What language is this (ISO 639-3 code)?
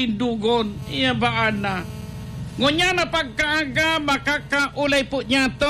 bik